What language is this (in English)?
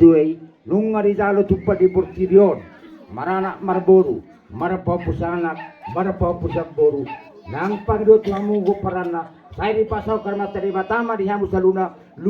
Batak Toba